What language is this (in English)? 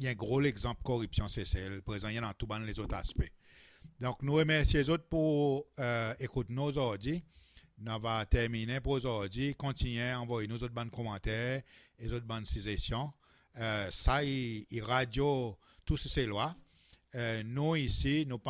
Seselwa Creole French